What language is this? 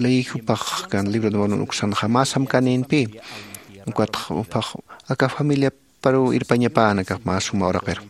Aymara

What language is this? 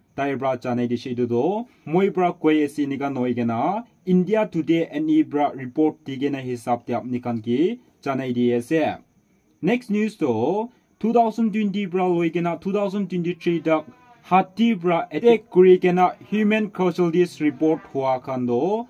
Naga Pidgin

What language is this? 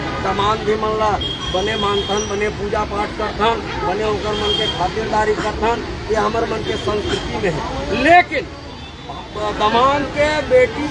Chhattisgarhi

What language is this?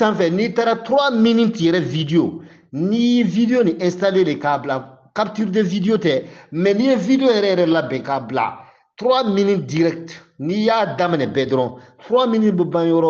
Bambara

